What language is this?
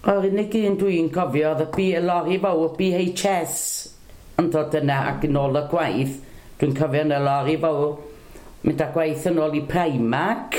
Welsh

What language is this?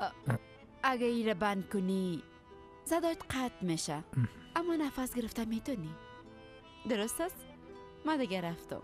Persian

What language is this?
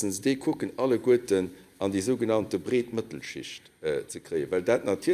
Luxembourgish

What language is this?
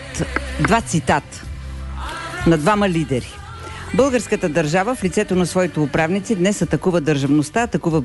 Bulgarian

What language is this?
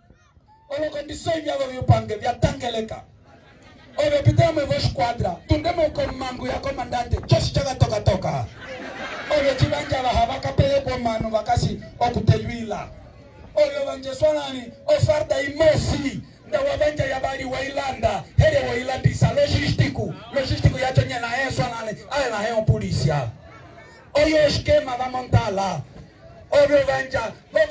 Umbundu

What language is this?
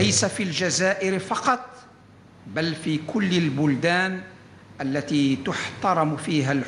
Arabic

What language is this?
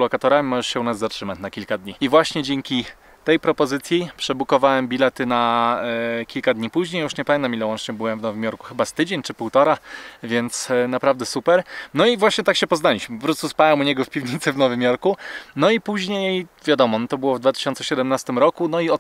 Polish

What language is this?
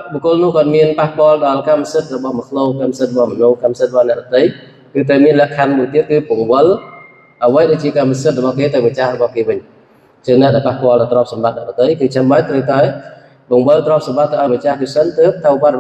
Khmer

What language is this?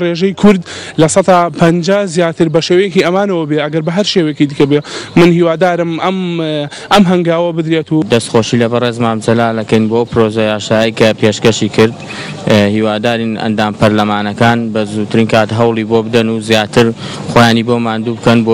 Central Kurdish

